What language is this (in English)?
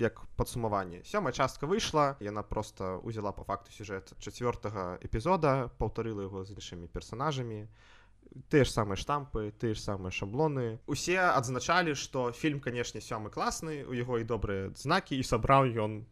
Belarusian